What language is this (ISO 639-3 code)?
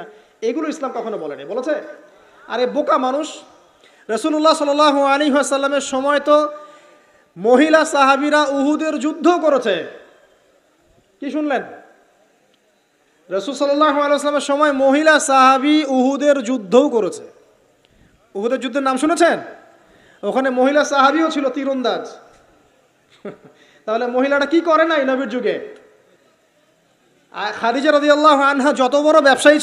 ben